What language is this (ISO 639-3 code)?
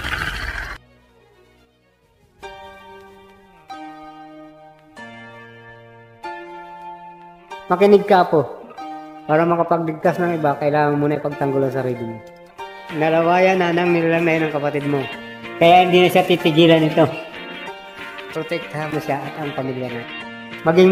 fil